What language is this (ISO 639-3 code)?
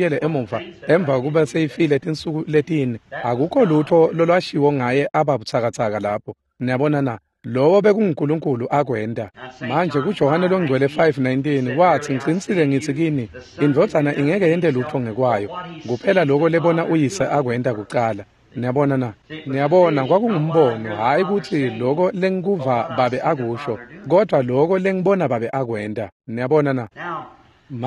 ssw